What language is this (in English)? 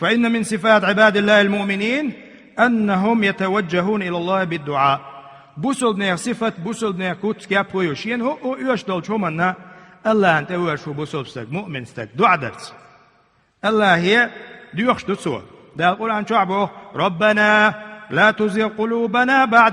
Chechen